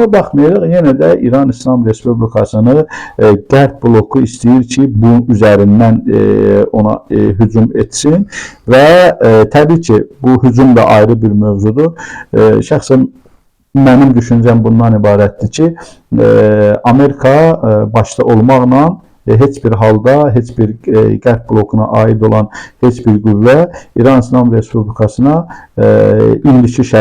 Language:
Azerbaijani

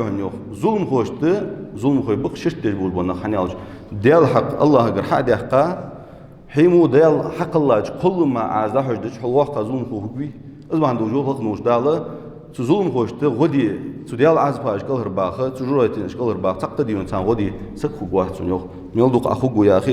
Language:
Ingush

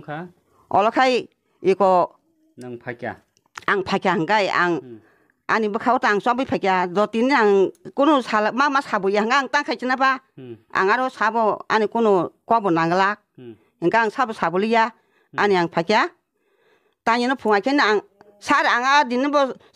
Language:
Kok Borok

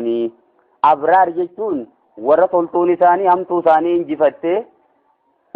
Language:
Oromo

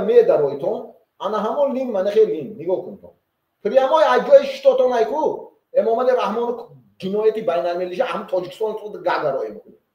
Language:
Tajik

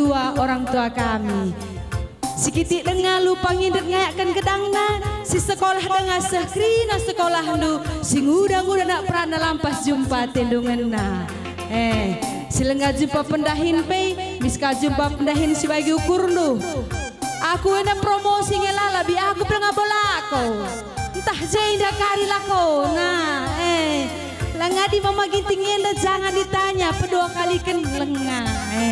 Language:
Batak Karo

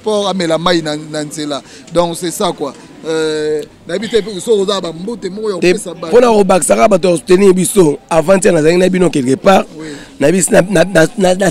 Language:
Lingala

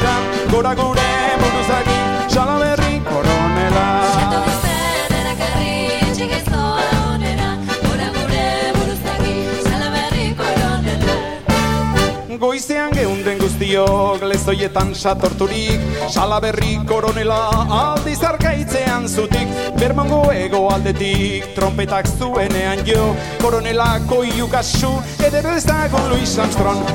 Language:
Basque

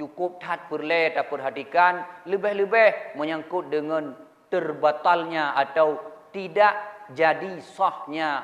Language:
Achinese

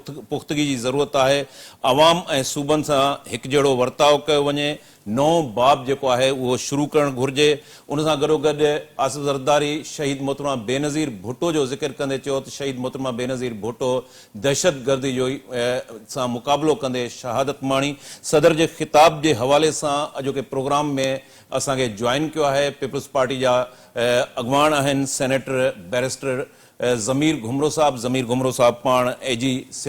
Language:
Sindhi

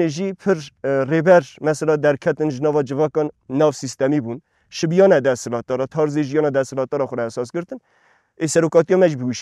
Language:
Kurdish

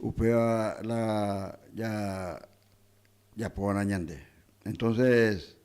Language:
Guarani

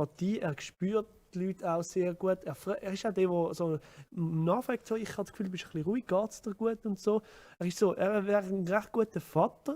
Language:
Swiss German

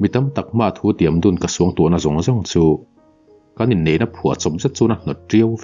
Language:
Mizo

